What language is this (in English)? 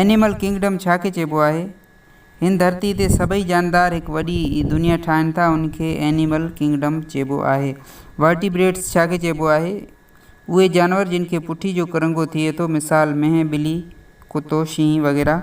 Sindhi